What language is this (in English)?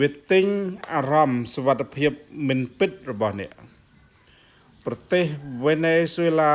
Khmer